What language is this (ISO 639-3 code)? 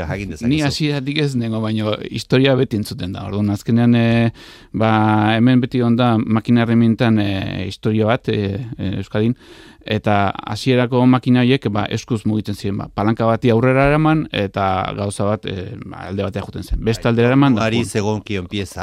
eus